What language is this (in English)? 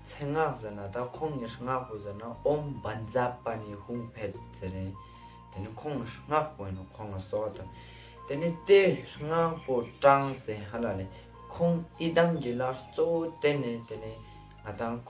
Ladakhi